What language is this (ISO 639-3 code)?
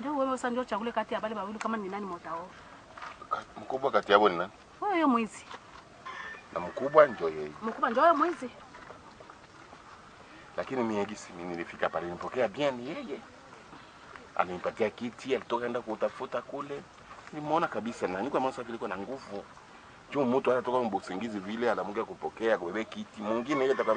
swa